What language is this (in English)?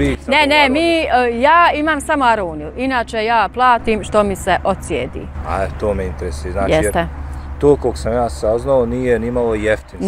Bosnian